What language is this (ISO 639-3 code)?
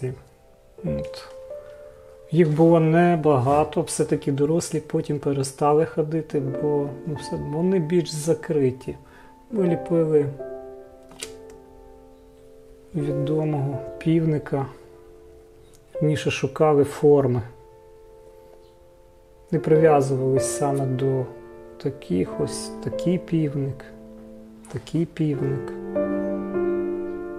ukr